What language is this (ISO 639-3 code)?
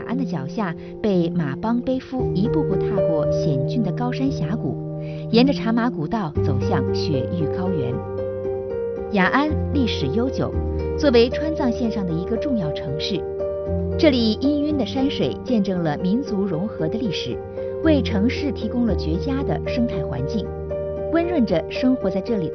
zho